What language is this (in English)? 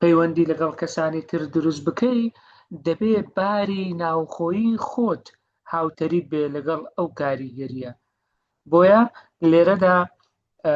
Central Kurdish